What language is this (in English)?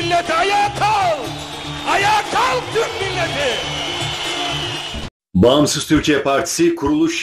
Turkish